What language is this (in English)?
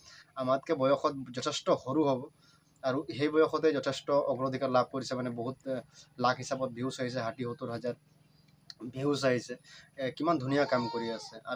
Assamese